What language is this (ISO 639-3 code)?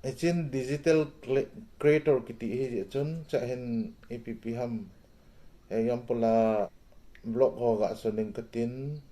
tcz